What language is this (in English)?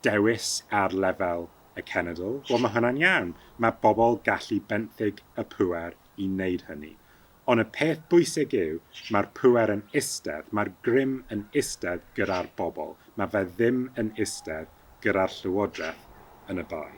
Welsh